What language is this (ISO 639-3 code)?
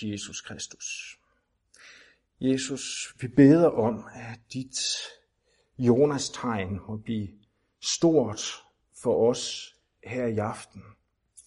dan